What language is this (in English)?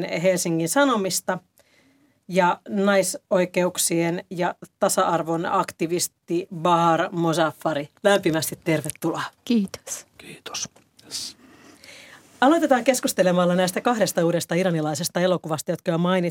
Finnish